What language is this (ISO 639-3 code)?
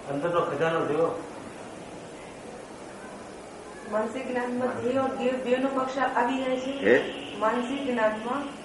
guj